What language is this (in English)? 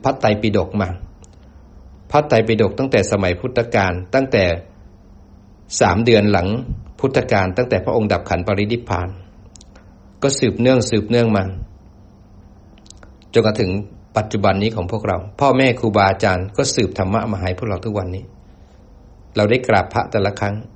Thai